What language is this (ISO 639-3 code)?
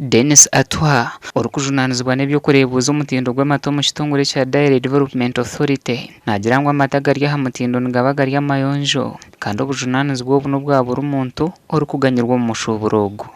nyn